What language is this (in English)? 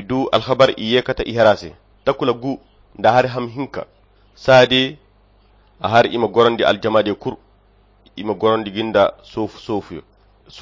Koyra Chiini